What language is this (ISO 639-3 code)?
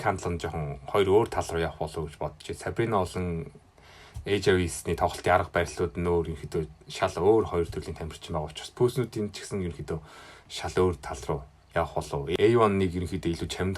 mon